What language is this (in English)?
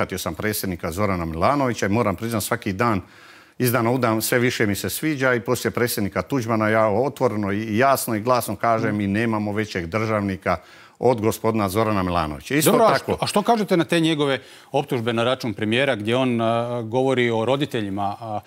Croatian